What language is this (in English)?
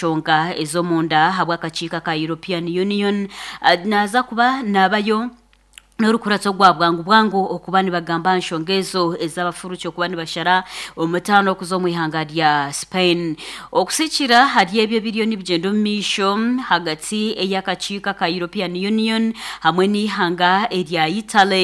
Nyankole